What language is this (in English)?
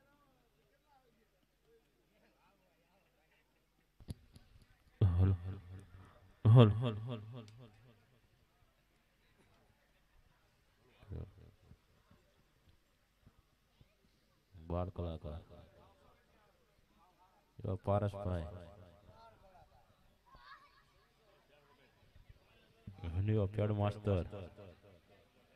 Gujarati